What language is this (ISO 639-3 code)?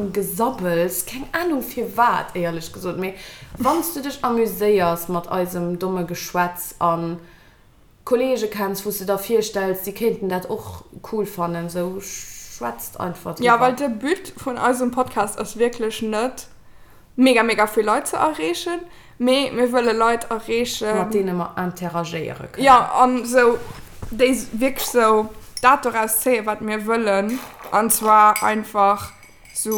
ltz